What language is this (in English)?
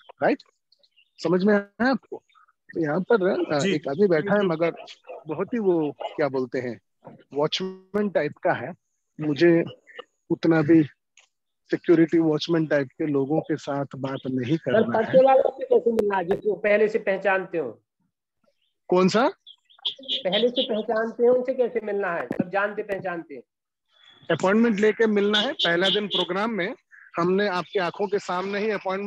Hindi